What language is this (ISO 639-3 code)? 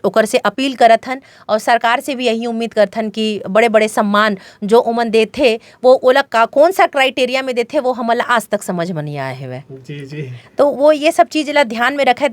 hne